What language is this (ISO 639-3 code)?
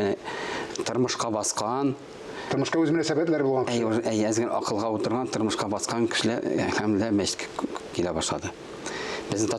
tat